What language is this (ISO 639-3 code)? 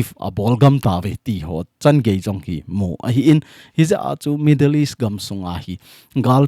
tcz